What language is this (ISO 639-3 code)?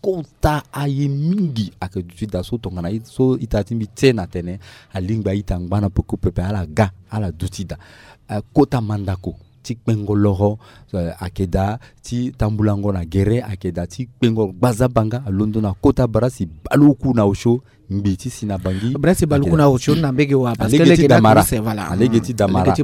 sag